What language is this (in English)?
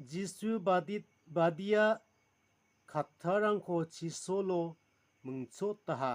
Garo